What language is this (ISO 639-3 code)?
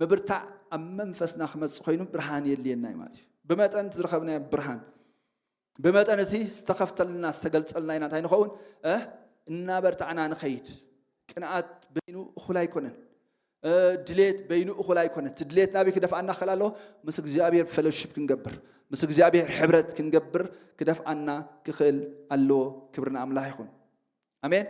tir